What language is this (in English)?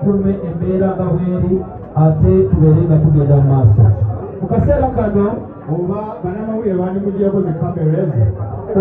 Ganda